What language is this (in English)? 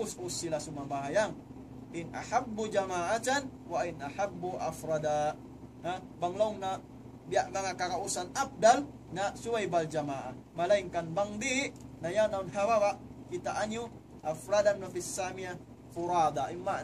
Tausug